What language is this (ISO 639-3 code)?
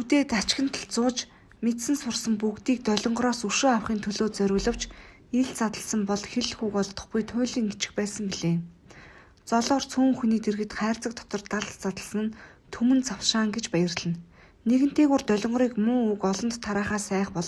mon